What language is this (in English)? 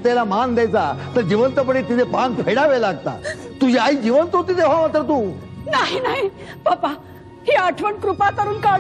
Marathi